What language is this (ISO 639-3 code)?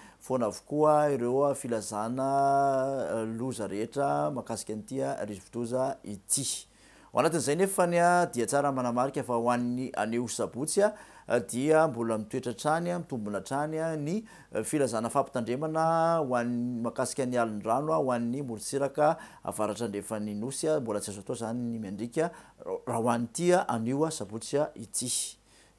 mlg